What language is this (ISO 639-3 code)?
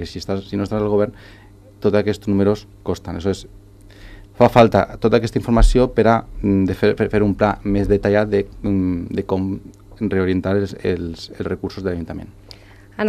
cat